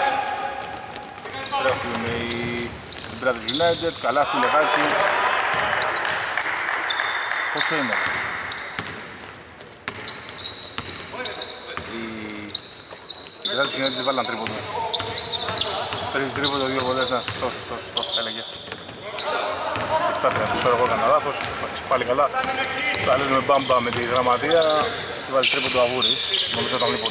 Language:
Greek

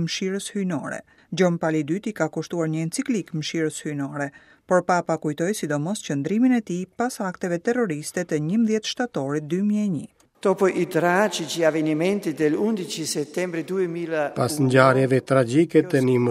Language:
Albanian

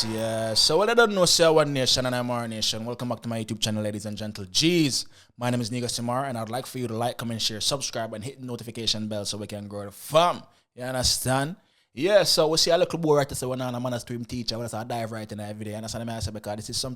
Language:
Jamaican Creole English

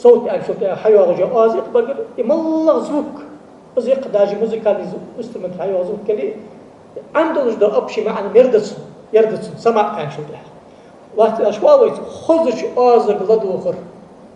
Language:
Ingush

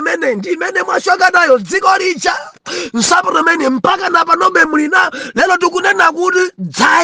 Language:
Nyanja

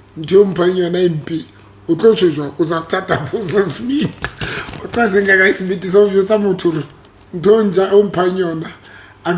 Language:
Southern Sotho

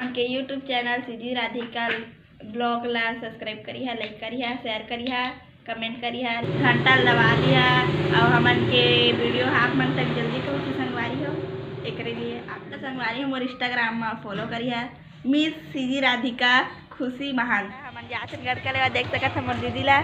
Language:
Chhattisgarhi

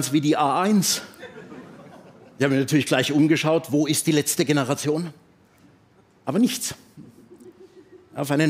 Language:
German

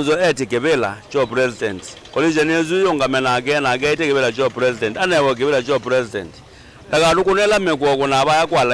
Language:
Kamba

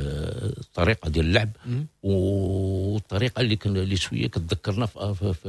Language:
Moroccan Arabic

